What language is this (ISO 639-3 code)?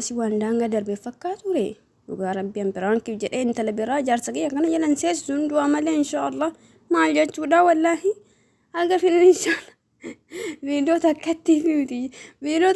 orm